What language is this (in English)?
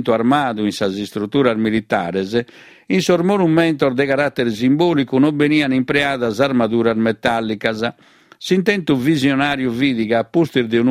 Sardinian